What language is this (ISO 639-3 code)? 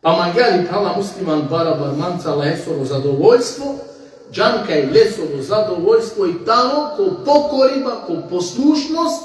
rmn